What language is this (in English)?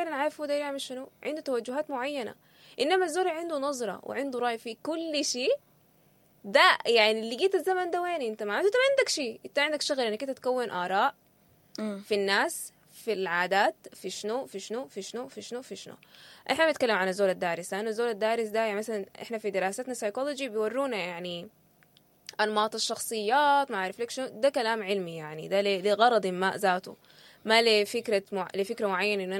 Sudanese Arabic